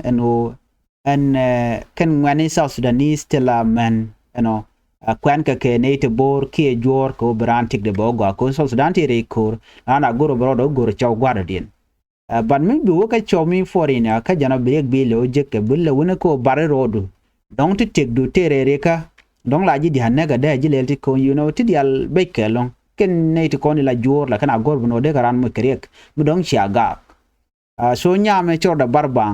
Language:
Nuer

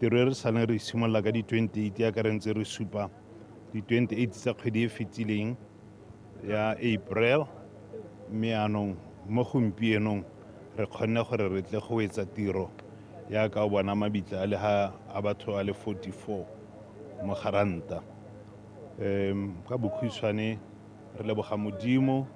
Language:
Tswana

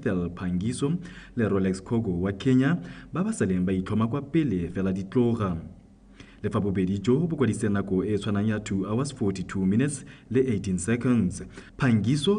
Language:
Tswana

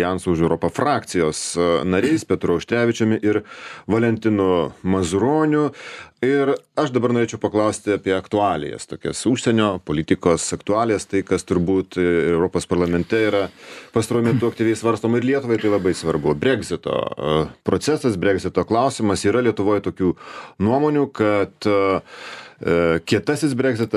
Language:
Lithuanian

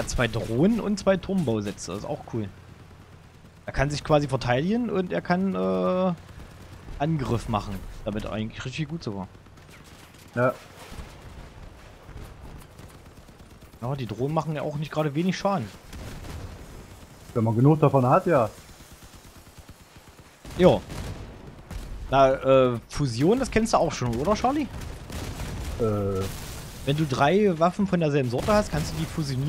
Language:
German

